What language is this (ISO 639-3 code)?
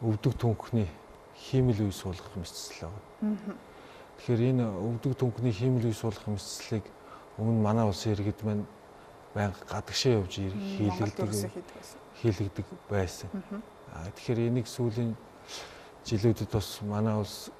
mon